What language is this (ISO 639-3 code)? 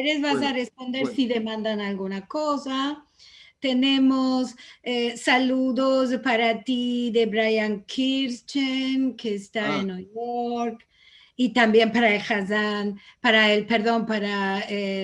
lad